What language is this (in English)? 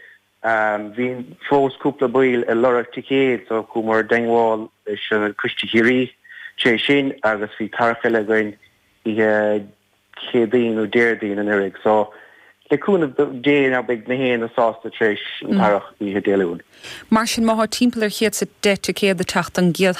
Irish